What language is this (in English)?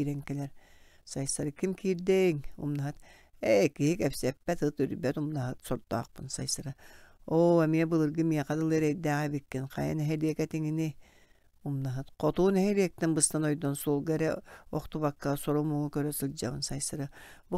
Yakut